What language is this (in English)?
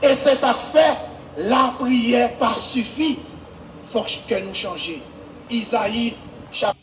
Haitian Creole